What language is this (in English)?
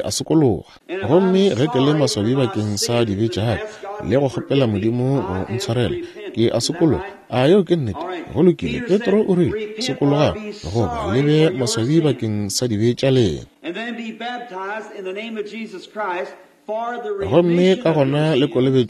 Northern Sotho